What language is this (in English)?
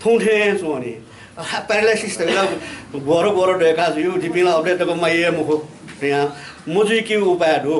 Newari